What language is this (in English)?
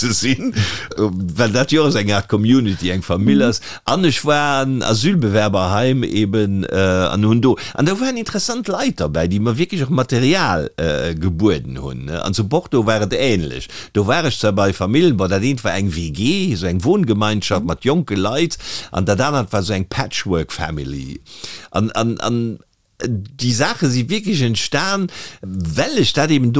Luxembourgish